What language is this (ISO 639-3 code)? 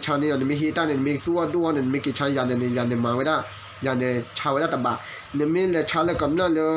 ksw